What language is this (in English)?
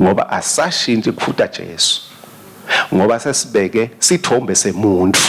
Swati